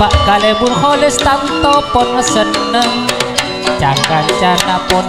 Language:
Madurese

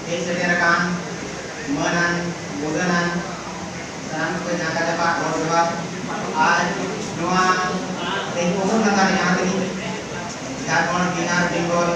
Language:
Santali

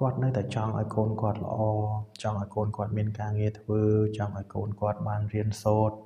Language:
Khmer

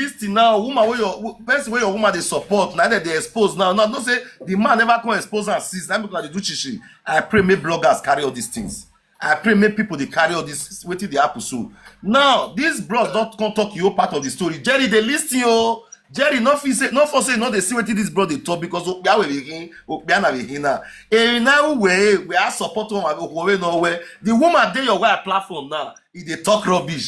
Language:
Nigerian Pidgin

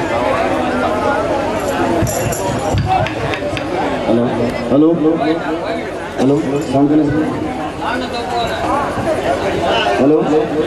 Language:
Hindi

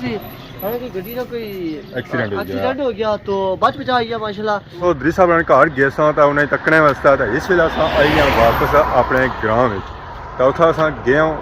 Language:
Pahari-Potwari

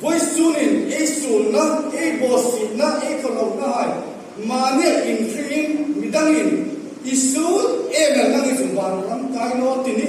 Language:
Hmar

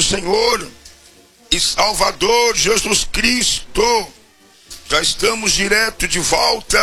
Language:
Portuguese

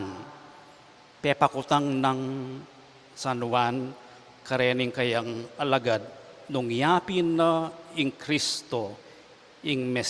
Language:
Pampanga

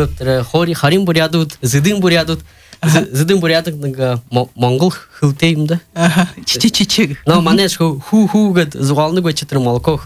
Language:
Buriat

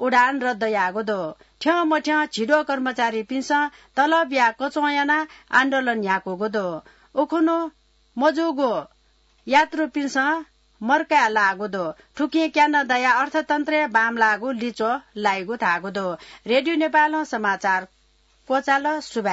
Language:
Newari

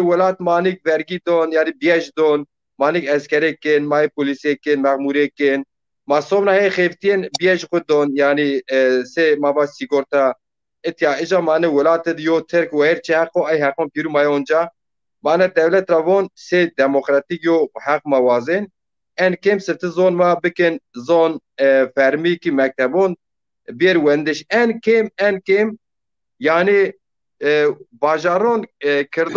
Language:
Zaza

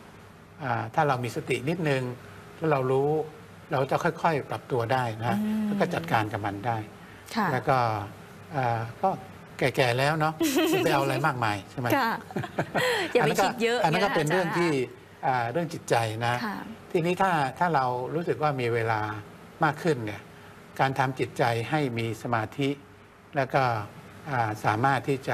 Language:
Thai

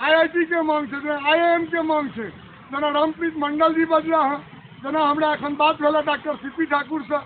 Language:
Maithili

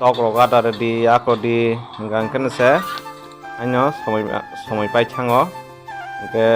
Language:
Kok Borok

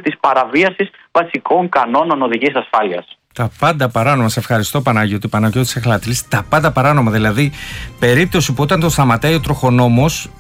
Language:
Greek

